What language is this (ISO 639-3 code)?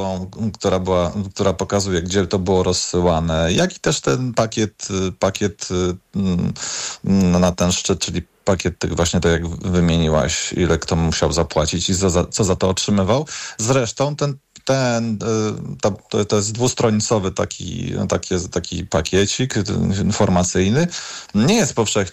pol